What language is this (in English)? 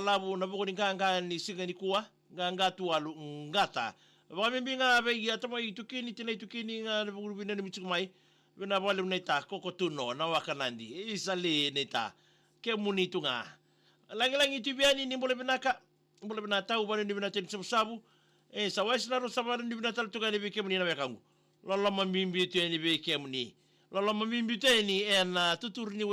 Fijian